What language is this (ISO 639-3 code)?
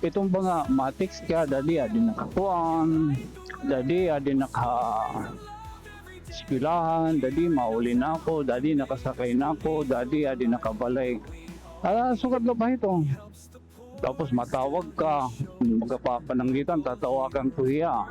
war